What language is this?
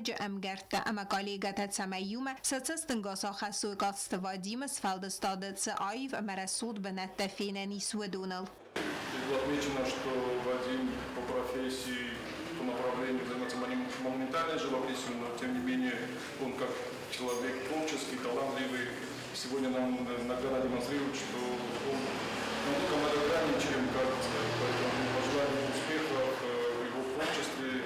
Ossetic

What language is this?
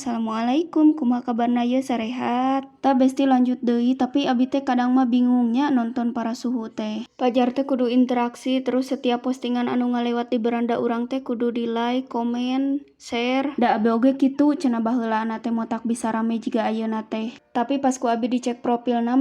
Sundanese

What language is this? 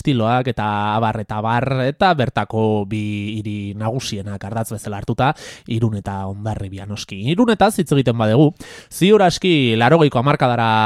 Basque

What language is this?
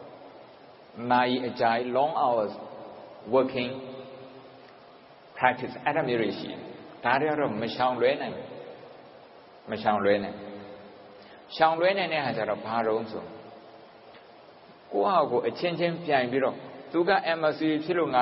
Burmese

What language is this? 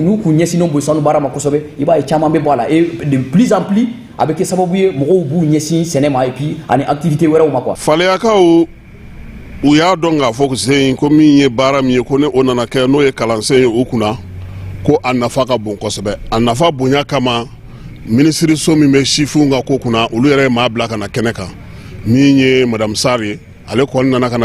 Bambara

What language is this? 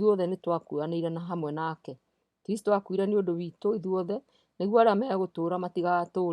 Kikuyu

